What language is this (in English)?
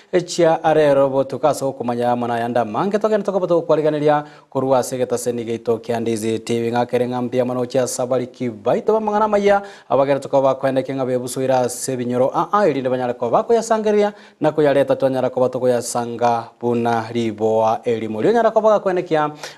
Gusii